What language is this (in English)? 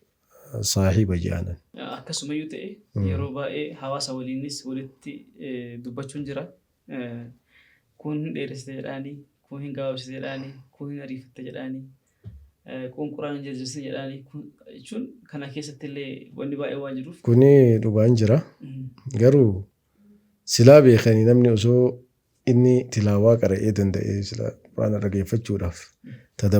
Oromo